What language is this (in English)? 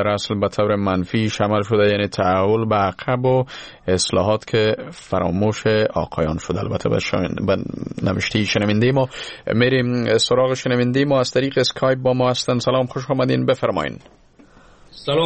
Persian